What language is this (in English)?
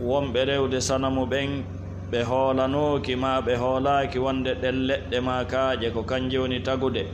Fula